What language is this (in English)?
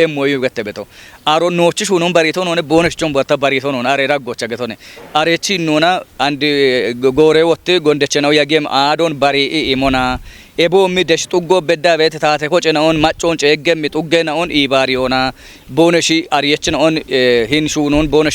Kafa